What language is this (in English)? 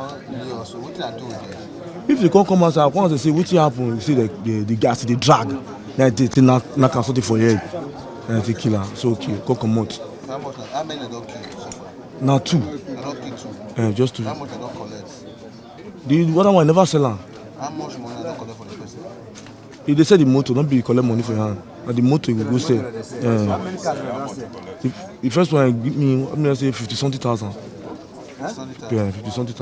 Nigerian Pidgin